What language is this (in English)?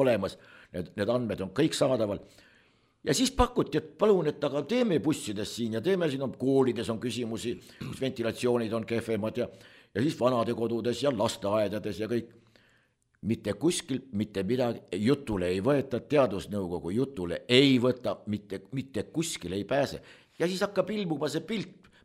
Estonian